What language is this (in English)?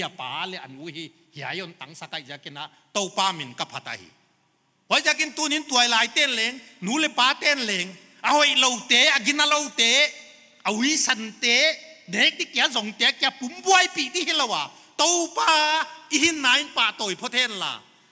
Paite Chin